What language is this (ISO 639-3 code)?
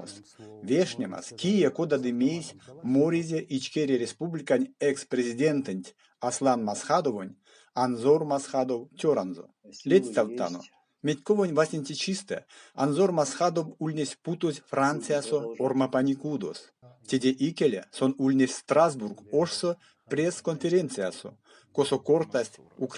myv